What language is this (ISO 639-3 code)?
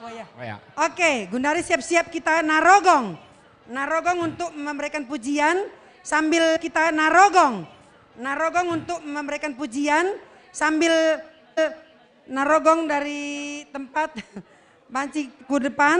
btx